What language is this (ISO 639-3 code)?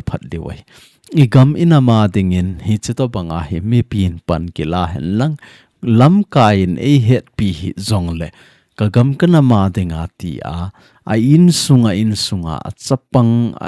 tcz